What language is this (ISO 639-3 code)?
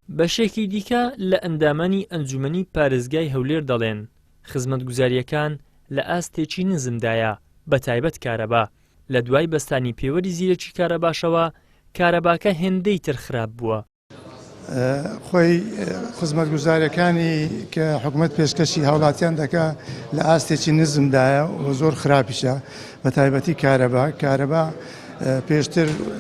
ckb